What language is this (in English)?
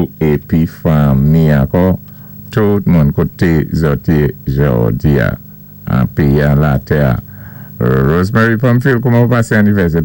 Saint Lucian Creole French